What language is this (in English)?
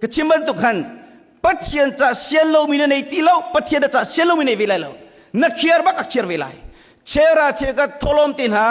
Hakha Chin